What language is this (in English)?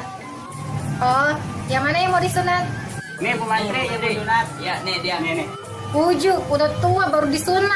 Betawi